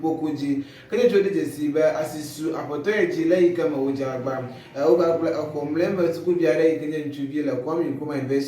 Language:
Ewe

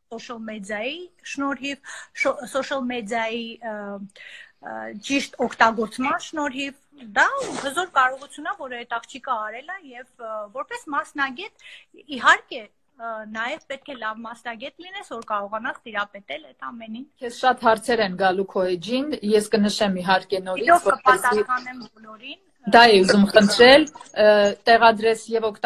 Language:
Armenian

